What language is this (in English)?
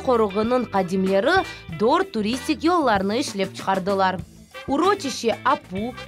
Crimean Tatar